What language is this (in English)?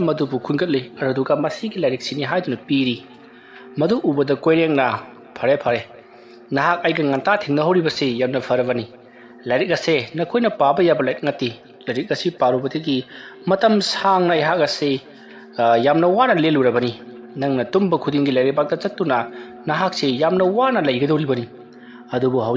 Manipuri